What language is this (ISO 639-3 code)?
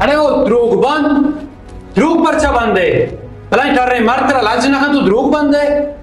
bal